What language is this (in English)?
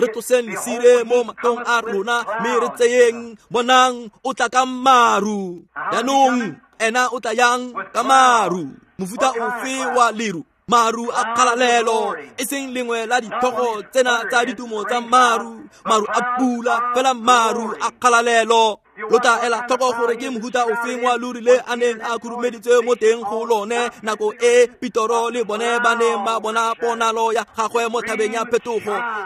Tswana